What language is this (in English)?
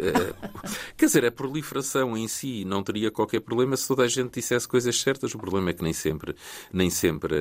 Portuguese